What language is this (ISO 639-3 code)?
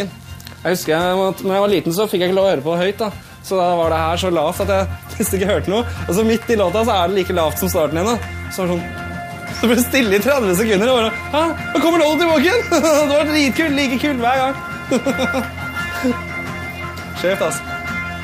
nor